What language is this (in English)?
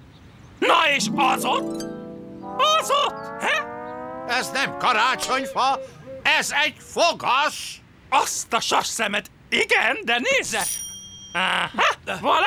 Hungarian